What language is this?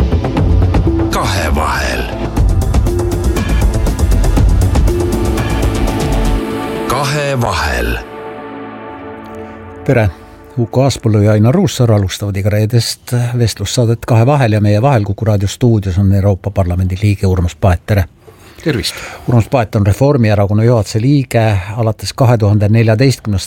Estonian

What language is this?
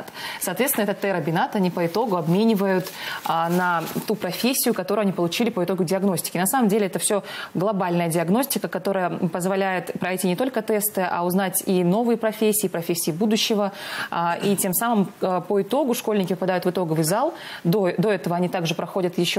Russian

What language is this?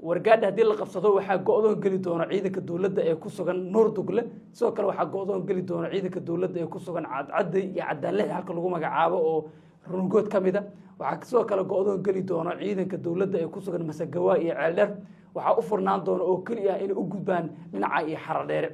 Somali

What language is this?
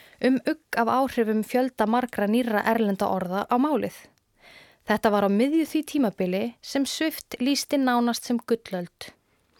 Icelandic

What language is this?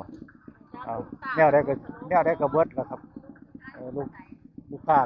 Northeastern Thai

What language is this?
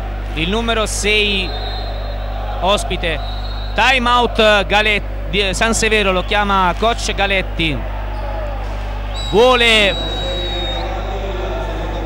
Italian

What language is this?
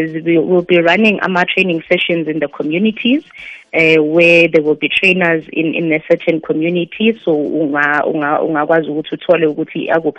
South Ndebele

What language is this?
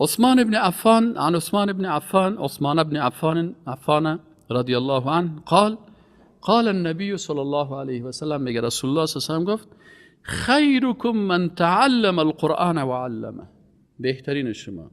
Persian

